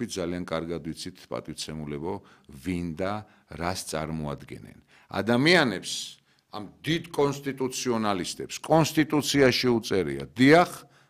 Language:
Georgian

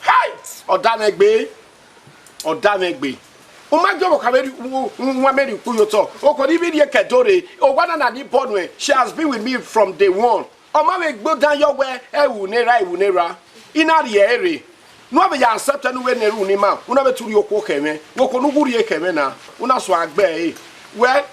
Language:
Bini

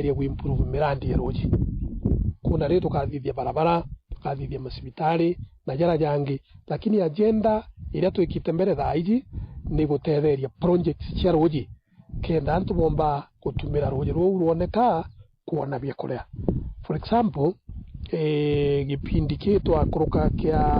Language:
Meru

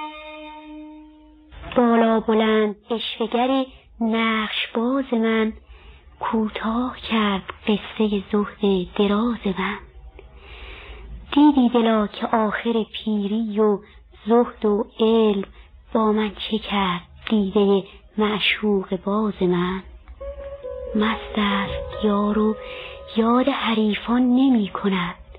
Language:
Persian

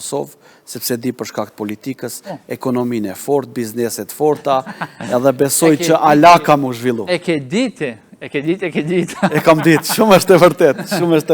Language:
Albanian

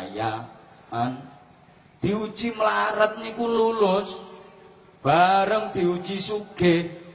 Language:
Javanese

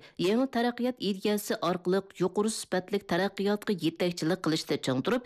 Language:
Uyghur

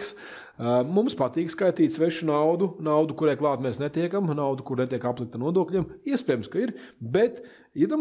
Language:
Latvian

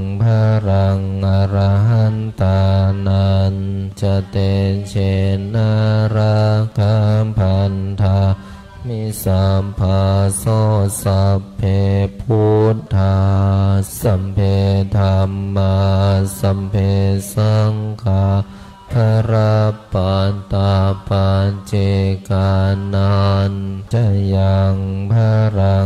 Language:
Pali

